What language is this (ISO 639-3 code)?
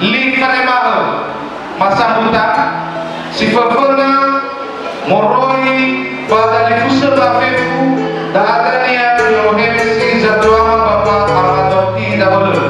nia